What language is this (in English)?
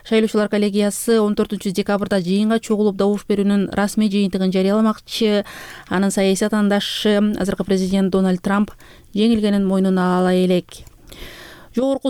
Kyrgyz